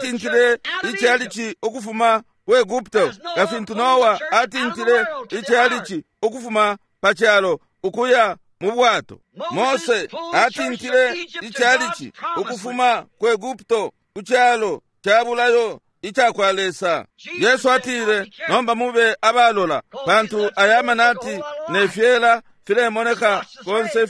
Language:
Bemba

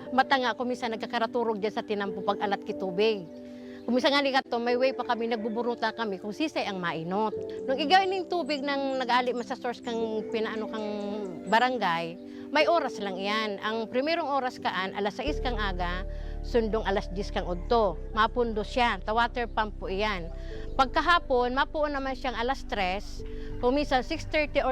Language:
Bikol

